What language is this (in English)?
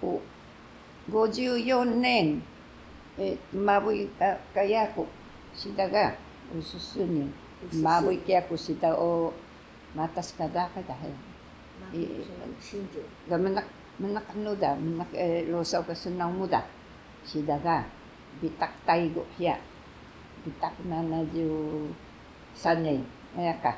Taroko